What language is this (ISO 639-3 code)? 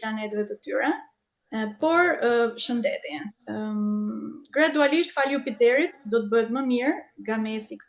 sqi